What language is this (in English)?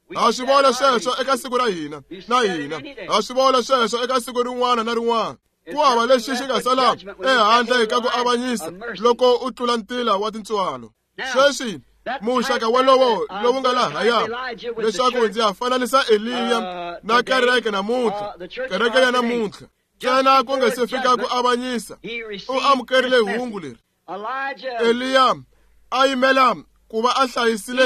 Tsonga